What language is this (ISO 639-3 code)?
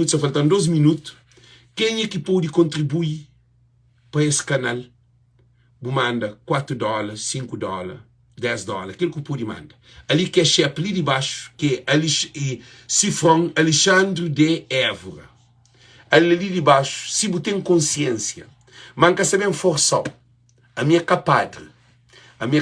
kea